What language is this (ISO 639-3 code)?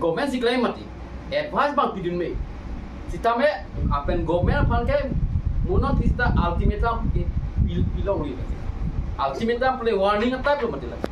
mjw